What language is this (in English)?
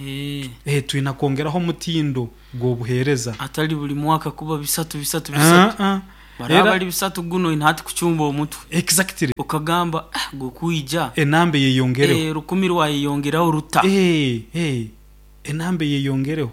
Nyoro